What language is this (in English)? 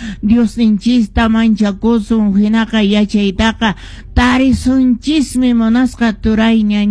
Quechua